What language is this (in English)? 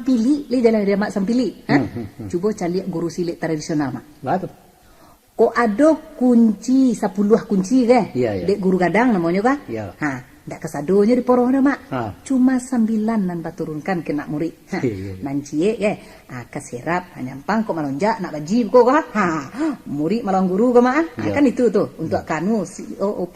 Minangkabau